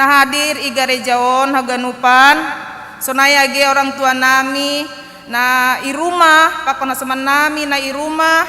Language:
Batak Simalungun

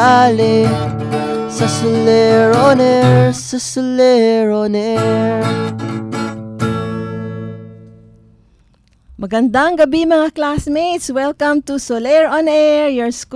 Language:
Filipino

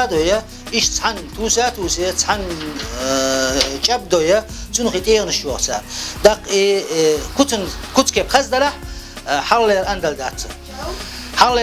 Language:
Chechen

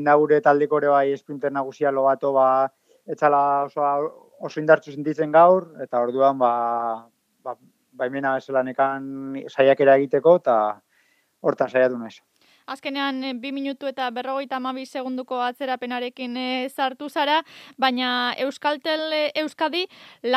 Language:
Basque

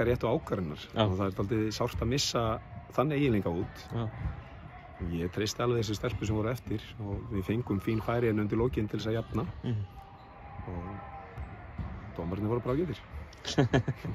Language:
Icelandic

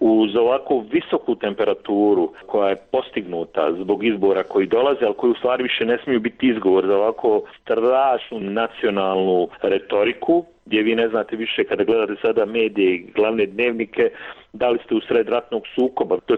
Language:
Bosnian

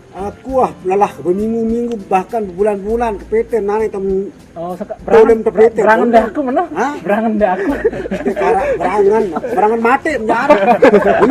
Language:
Sasak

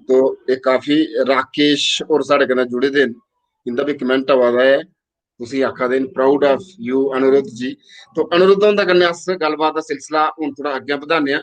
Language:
Dogri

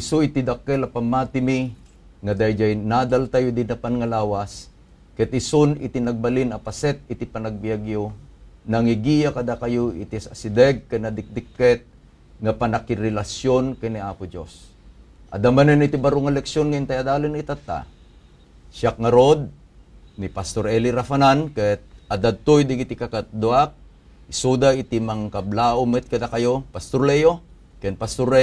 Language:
Iloko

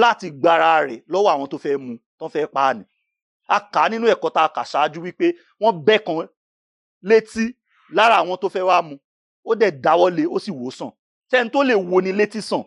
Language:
Yoruba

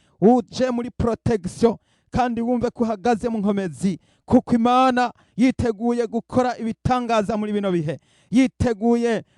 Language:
Rundi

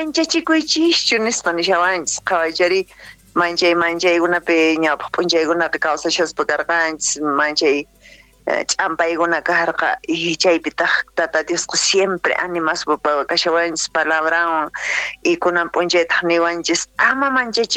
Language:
South Bolivian Quechua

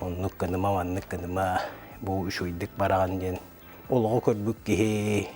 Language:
Yakut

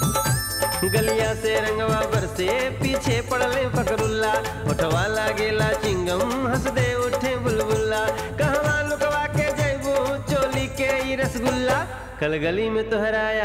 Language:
Bhojpuri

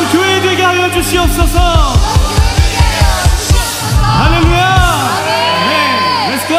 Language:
Korean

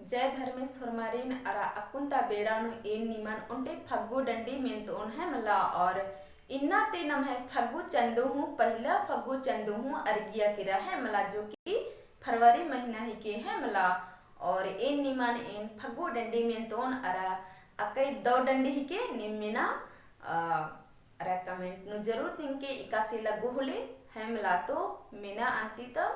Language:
Kurukh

